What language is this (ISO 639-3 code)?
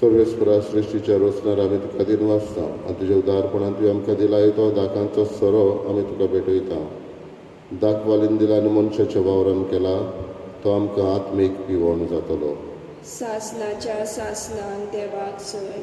kok